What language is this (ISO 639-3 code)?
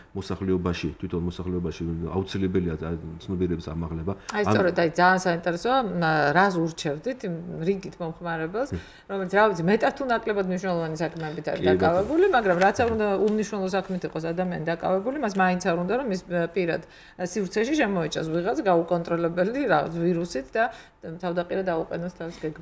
kat